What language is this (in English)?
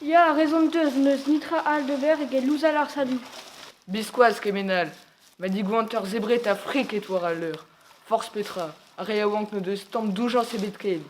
Breton